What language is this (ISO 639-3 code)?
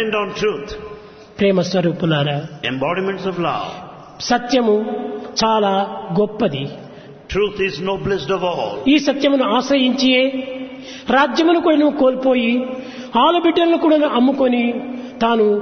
tel